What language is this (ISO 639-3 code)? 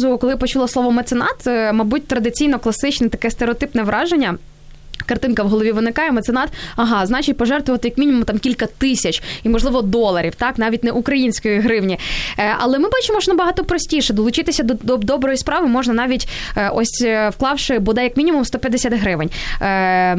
ukr